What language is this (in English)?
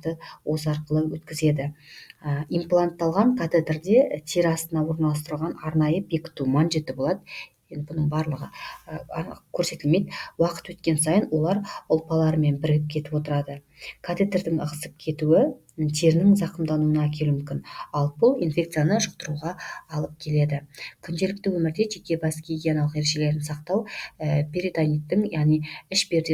Kazakh